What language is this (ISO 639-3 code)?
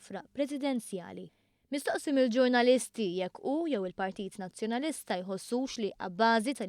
mlt